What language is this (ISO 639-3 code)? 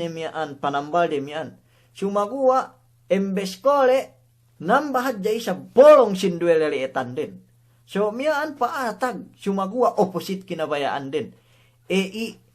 yka